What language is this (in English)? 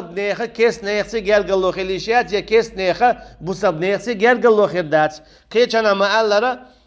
Chechen